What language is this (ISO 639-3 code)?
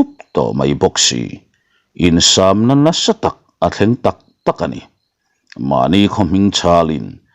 lus